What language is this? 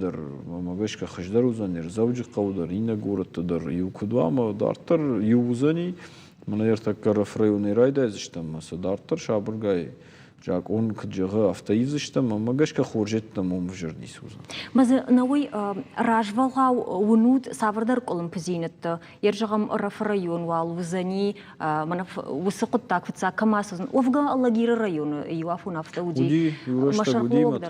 Ossetic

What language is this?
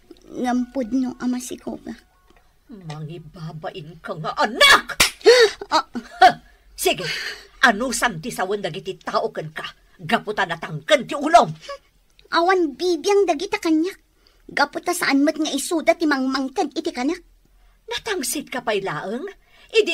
Iloko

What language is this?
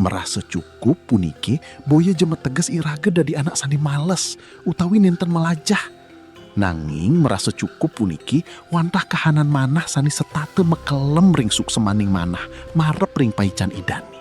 Balinese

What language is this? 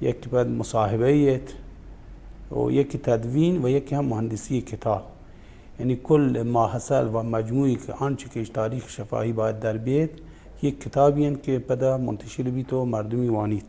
Baluchi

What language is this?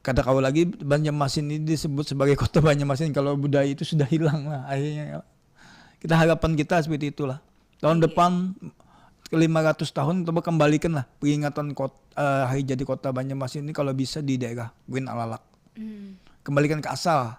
Banjar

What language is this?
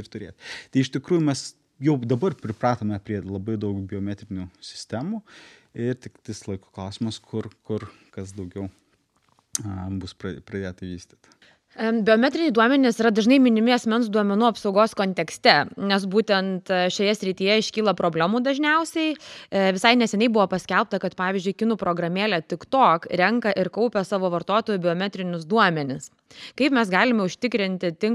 Lithuanian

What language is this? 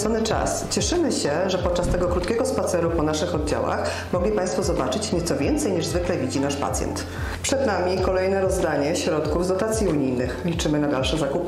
Polish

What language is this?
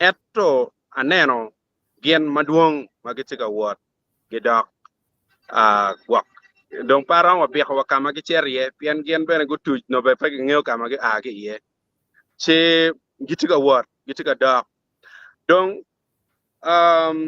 Acoli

